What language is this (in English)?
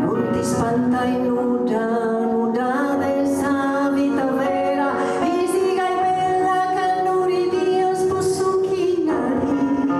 Sardinian